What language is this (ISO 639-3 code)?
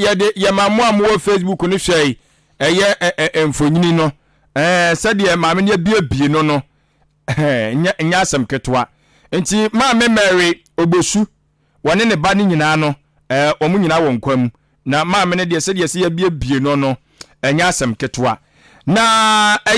aka